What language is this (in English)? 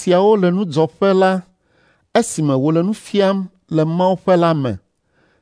Ewe